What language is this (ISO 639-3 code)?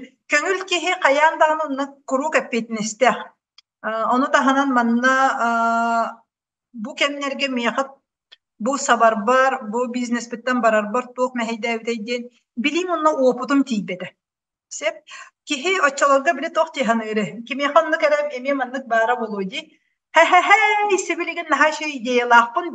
sah